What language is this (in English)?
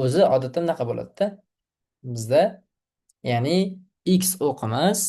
Uzbek